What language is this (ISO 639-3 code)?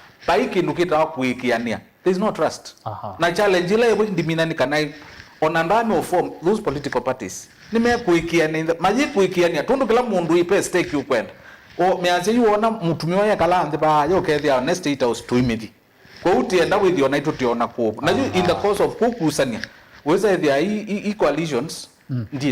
kam